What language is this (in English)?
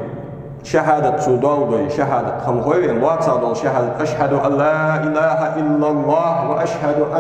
Ingush